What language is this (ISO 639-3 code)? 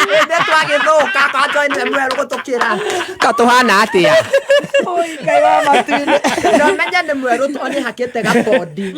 kik